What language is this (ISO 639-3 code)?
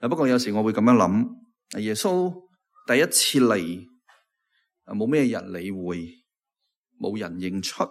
yue